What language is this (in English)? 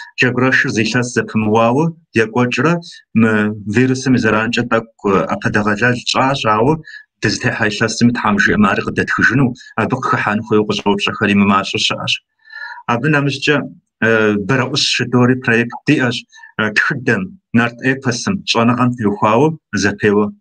Kabardian